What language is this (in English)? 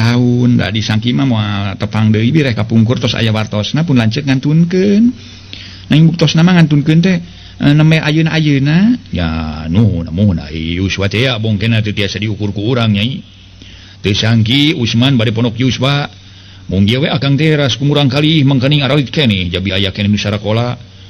Sundanese